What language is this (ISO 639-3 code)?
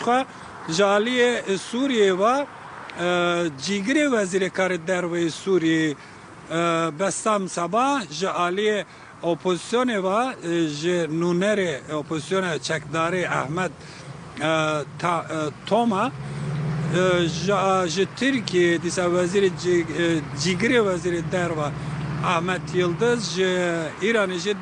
kur